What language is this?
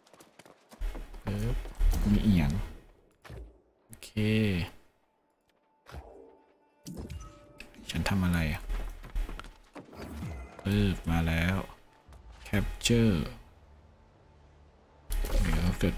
Thai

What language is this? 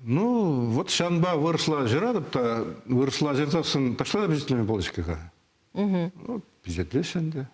Chuvash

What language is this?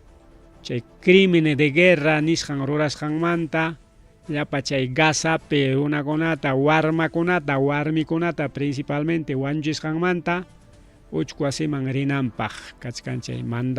Ayacucho Quechua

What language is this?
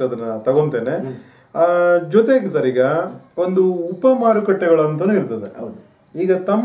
Kannada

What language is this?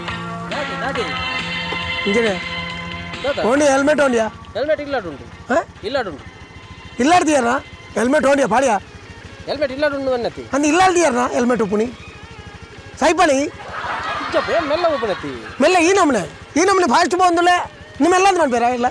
Tulu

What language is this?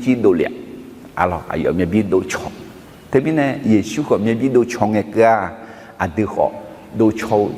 Akha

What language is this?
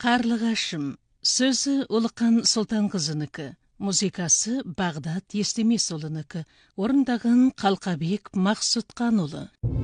Kazakh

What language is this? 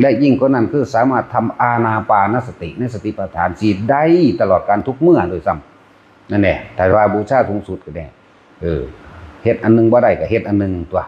Northeastern Thai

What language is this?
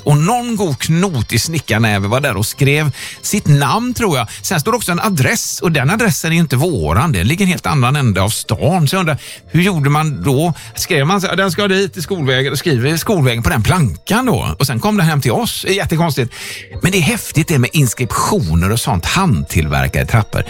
Swedish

